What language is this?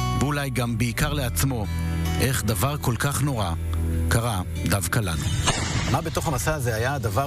Hebrew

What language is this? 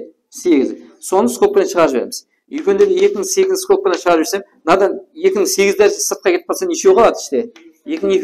Kara-Kalpak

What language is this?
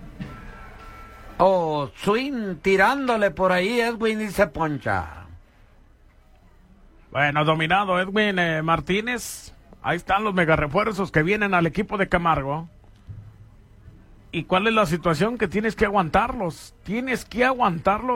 Spanish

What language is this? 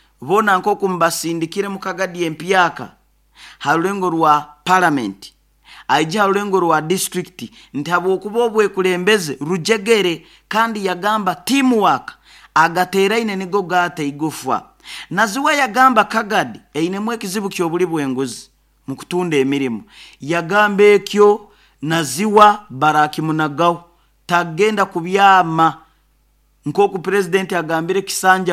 Nyoro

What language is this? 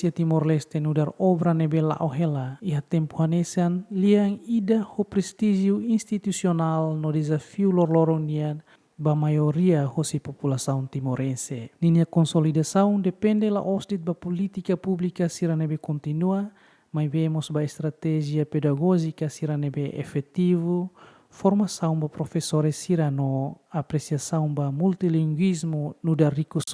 Tetum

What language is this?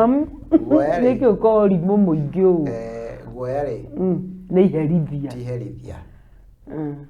Kikuyu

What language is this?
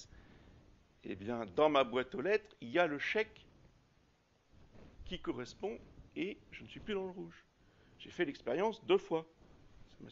French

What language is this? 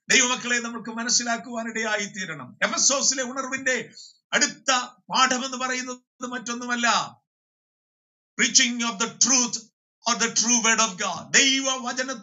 Malayalam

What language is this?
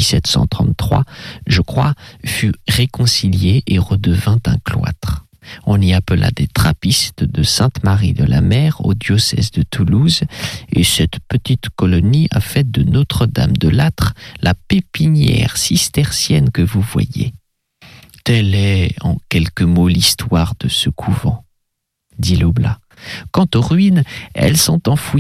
French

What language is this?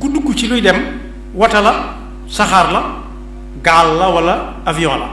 Wolof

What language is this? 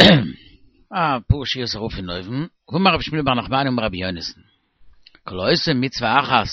Yiddish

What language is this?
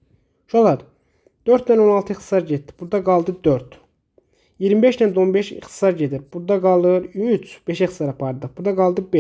Azerbaijani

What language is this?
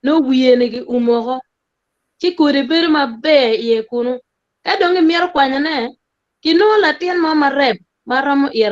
Acoli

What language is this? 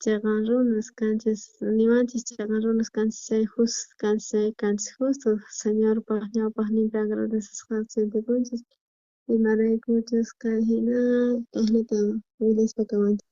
South Bolivian Quechua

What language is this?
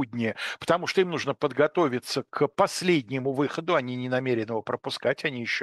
Russian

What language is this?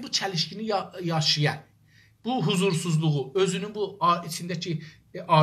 South Azerbaijani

